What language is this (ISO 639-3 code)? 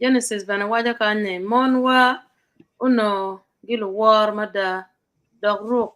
ach